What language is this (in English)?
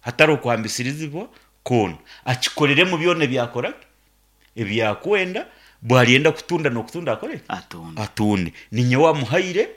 Nyankole